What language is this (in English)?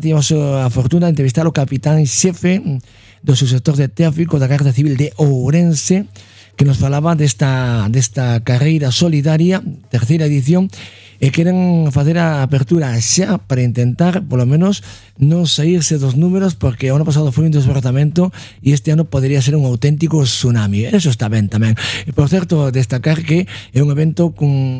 Galician